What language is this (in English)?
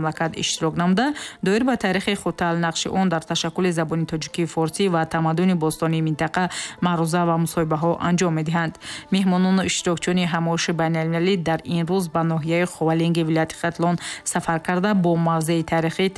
Tajik